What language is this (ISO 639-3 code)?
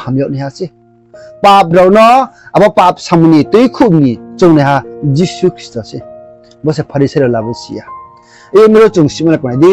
ria